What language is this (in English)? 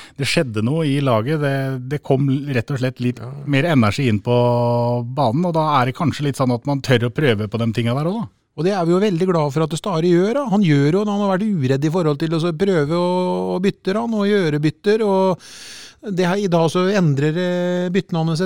Norwegian